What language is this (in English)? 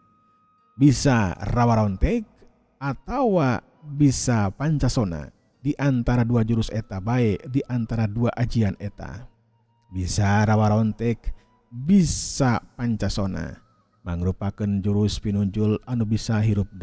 Sundanese